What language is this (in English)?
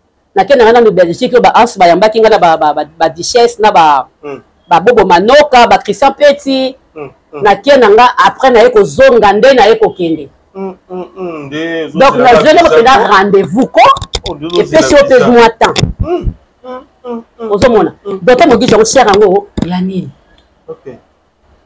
Lingala